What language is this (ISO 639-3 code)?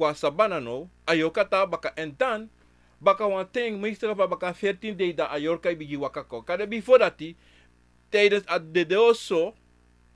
srn